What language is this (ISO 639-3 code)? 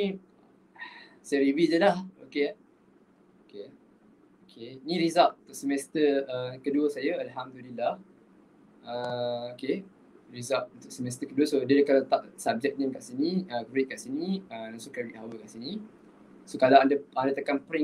msa